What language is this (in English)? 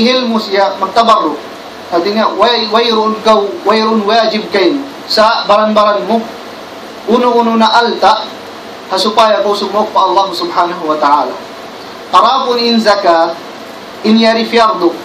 Tausug